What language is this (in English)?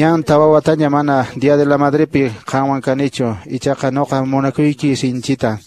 Quechua